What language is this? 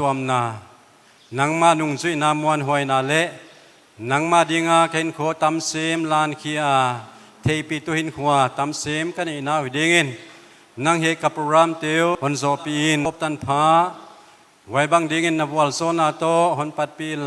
Paite Chin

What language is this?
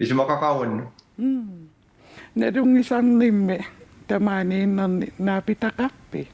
Kalaallisut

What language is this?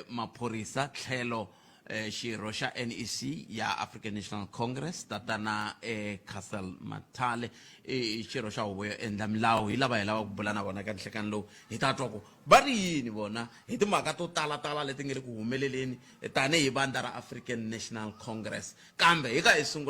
Tsonga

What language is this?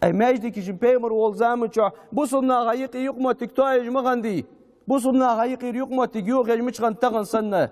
Ingush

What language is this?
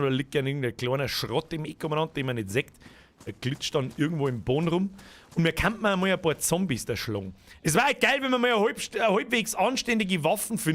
Bavarian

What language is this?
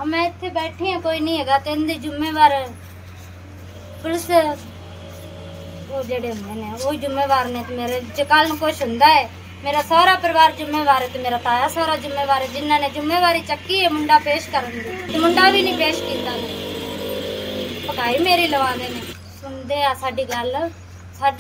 Punjabi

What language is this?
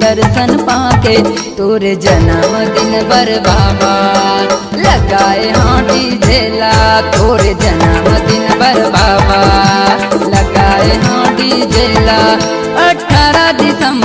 Chhattisgarhi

